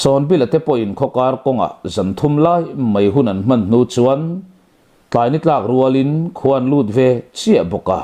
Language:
Mizo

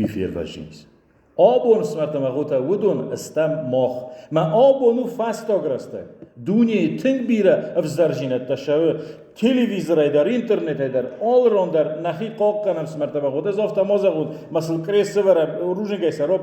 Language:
Ossetic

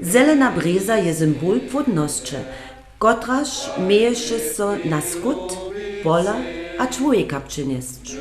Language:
Upper Sorbian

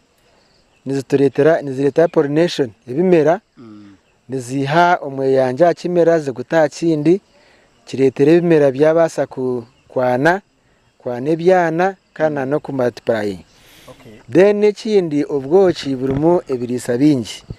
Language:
Nyankole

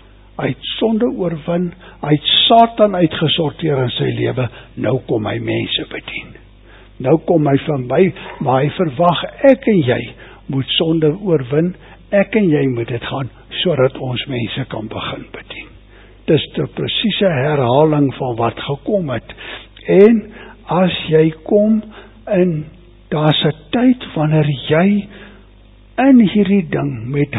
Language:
Afrikaans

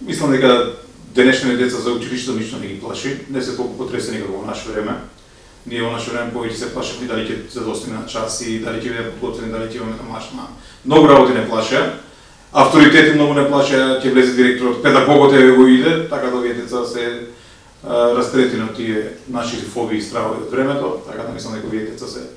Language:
Macedonian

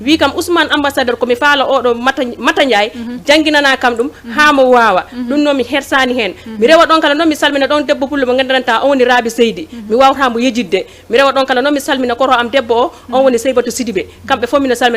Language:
Fula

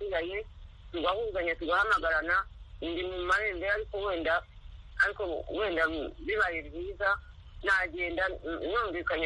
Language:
Kinyarwanda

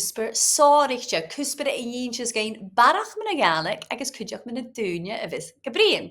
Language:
Scottish Gaelic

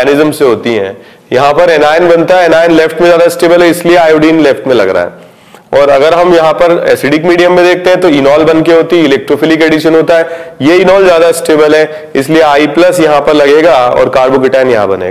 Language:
Hindi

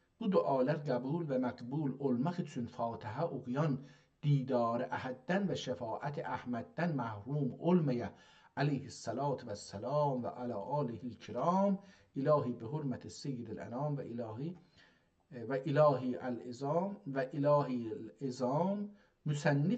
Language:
South Azerbaijani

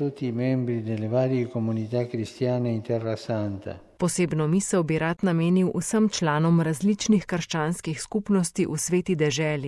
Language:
Slovenian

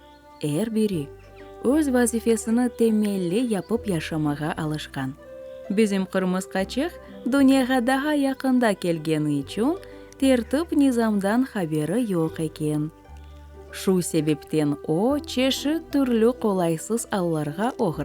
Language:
Crimean Tatar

